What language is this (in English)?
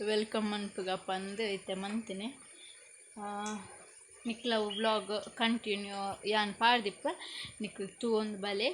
Tulu